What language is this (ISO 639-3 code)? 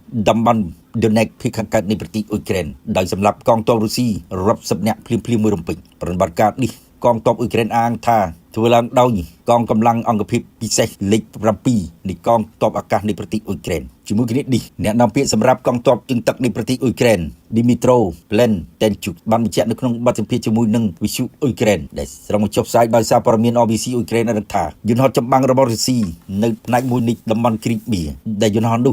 khm